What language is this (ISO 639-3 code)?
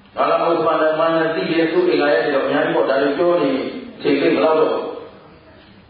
mya